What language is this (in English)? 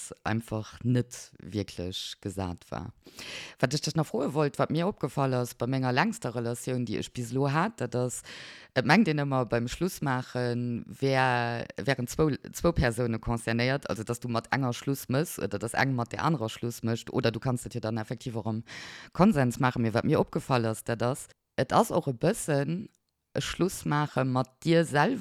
Luxembourgish